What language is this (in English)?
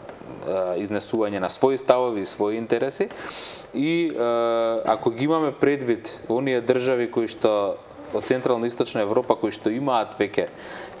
Macedonian